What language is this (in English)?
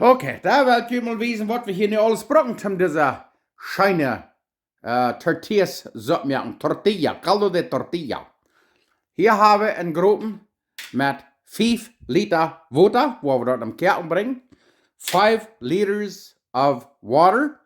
Plautdietsch